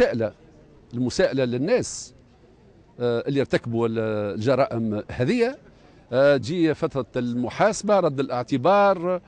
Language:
Tunisian Arabic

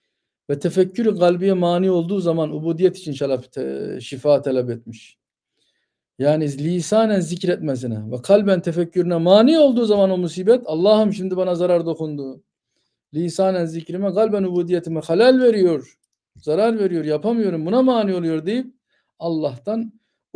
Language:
Turkish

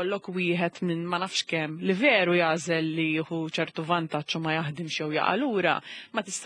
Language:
Maltese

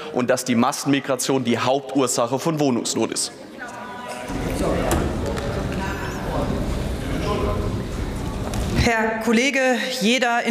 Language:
German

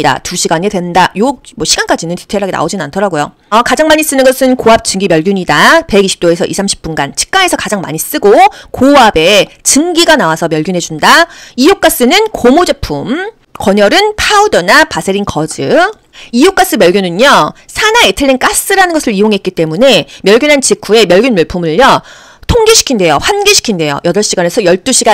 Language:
Korean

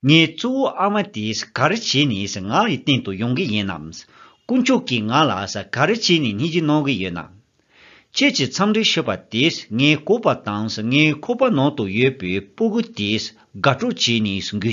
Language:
Tibetan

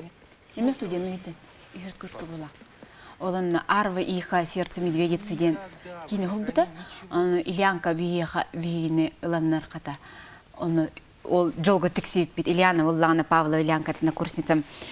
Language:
Yakut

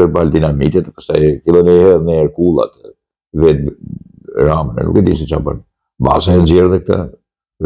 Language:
Albanian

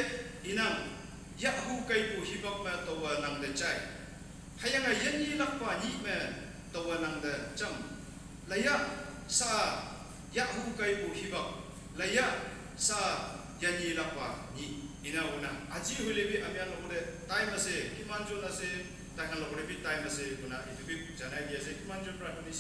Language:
Naga Pidgin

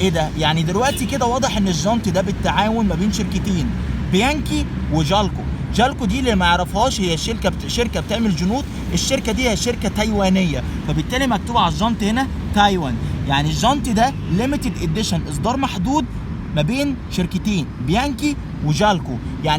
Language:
Egyptian Arabic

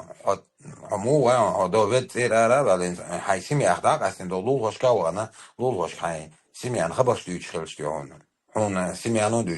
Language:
Chechen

